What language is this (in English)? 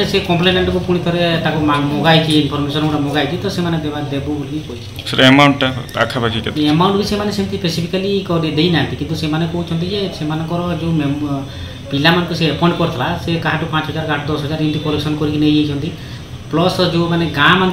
Odia